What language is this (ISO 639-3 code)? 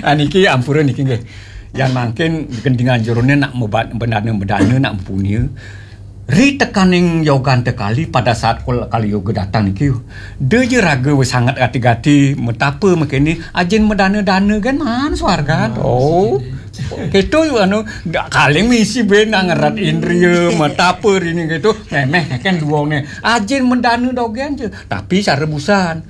ban